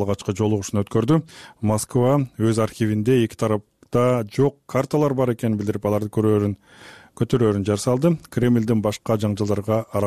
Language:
Kyrgyz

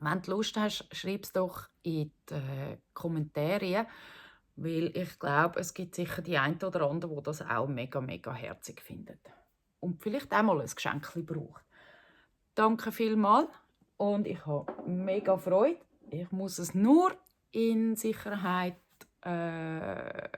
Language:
Swiss German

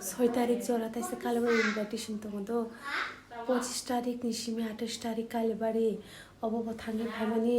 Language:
Kok Borok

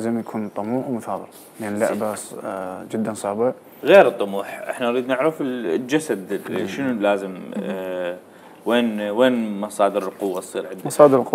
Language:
Mesopotamian Arabic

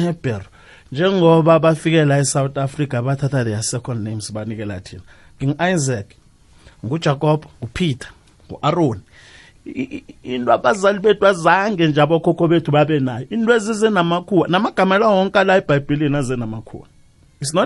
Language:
South Ndebele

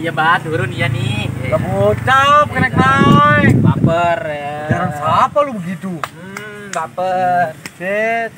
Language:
Betawi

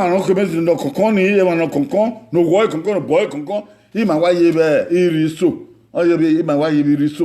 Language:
Bini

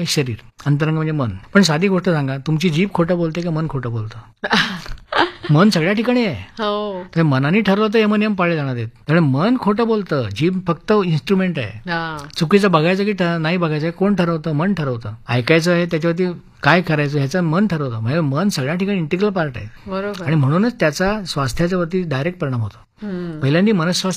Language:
Marathi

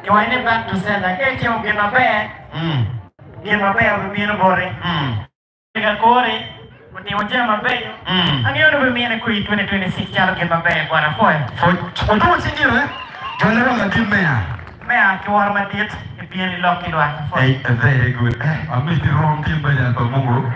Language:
Acoli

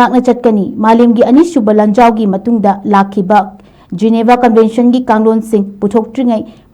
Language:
Manipuri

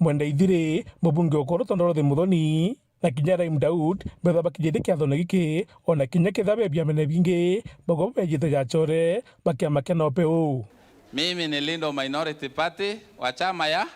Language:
Meru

